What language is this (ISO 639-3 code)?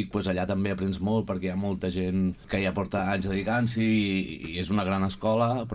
cat